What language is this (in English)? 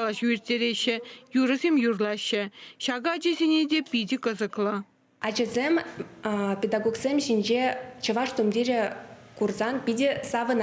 Chuvash